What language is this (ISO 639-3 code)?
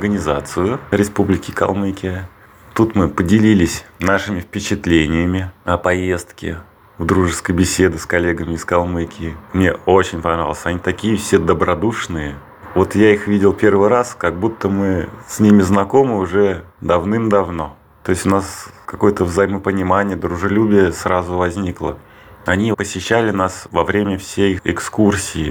rus